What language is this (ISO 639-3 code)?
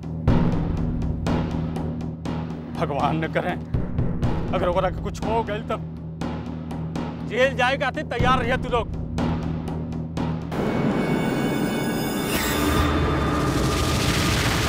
bho